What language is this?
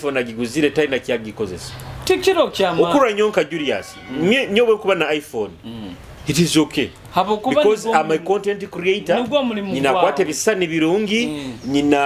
Nyoro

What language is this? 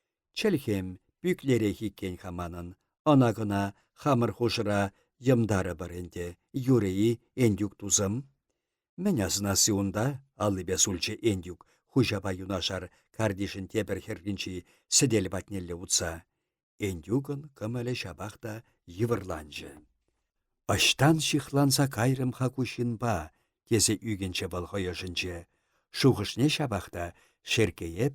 Chuvash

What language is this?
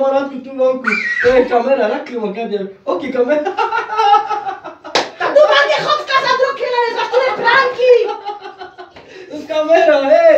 Slovak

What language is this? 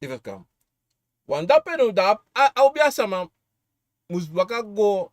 Sranan Tongo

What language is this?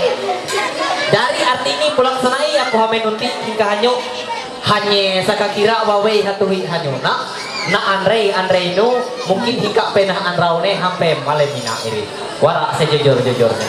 Ma'anyan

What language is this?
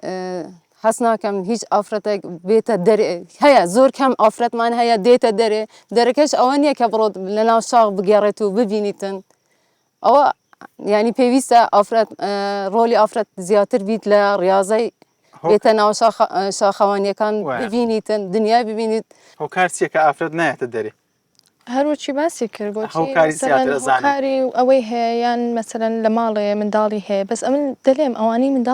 Central Kurdish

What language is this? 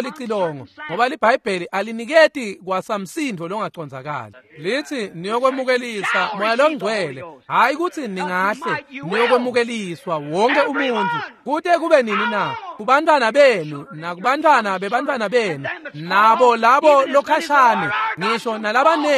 Swati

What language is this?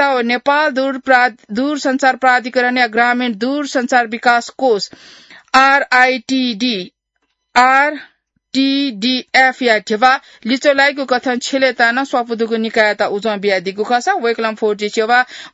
Newari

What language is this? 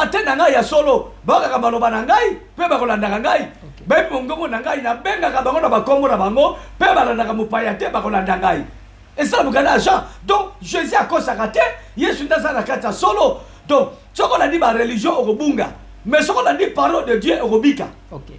Lingala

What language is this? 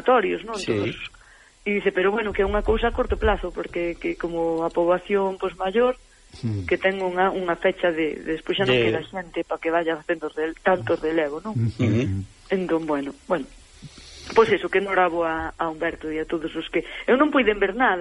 Galician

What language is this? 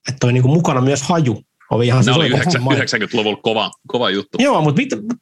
Finnish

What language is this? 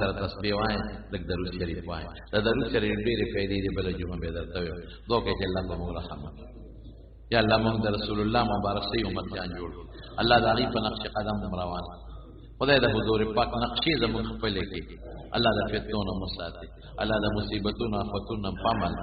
Pashto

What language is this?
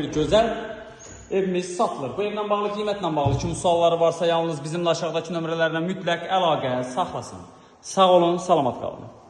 Azerbaijani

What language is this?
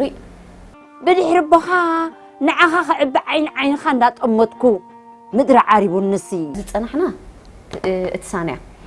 Tigrinya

